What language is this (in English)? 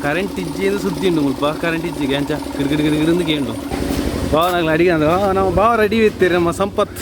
Tulu